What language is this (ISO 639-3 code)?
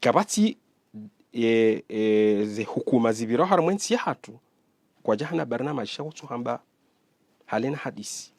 zdj